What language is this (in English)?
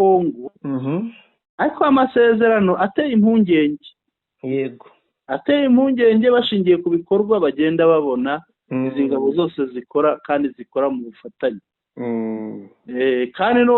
Kinyarwanda